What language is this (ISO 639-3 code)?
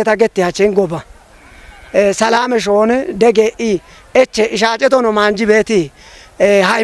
kbr